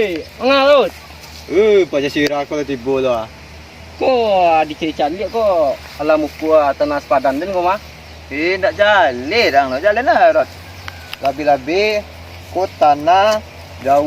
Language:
Minangkabau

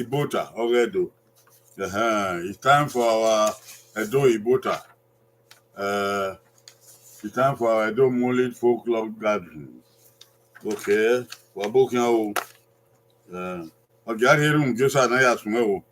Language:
Bini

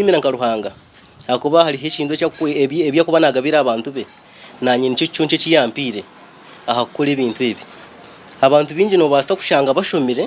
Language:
Nyankole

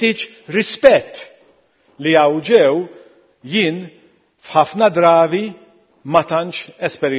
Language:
Maltese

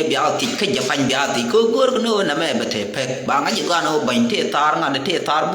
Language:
Nuer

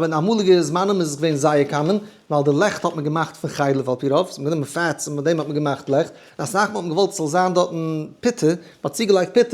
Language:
Yiddish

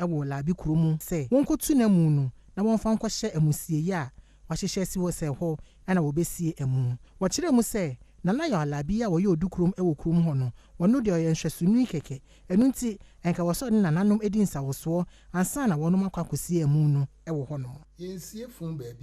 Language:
Akan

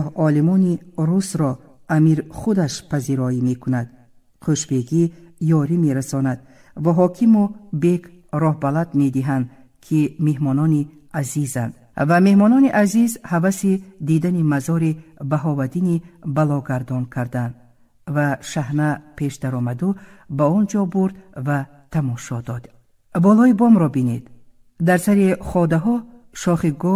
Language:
Tajik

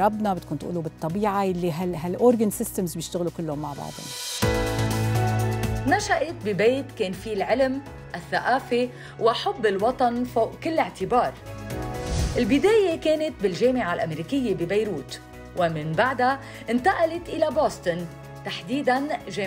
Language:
North Levantine Arabic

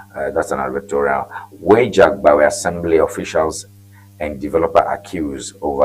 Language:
Ewe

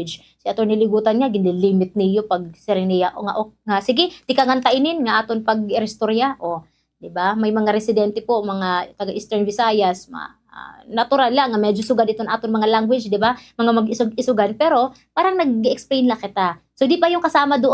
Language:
Waray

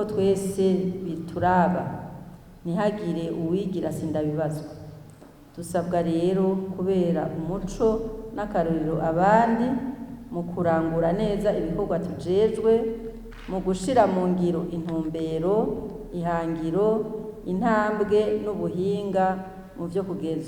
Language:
Rundi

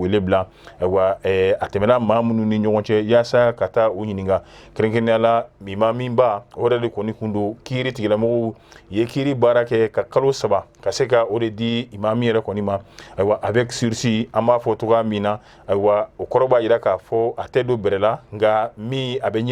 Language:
Bambara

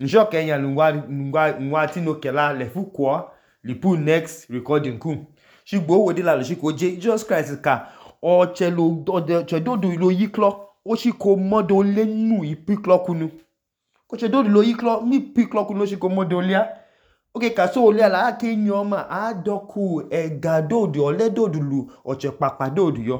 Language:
Idoma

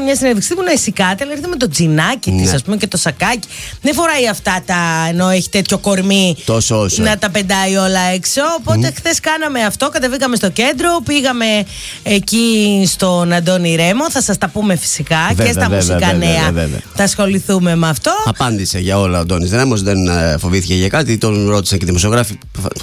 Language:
Greek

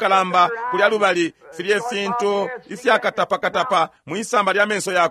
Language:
Bemba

